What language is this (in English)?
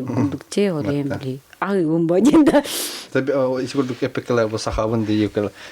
Yakut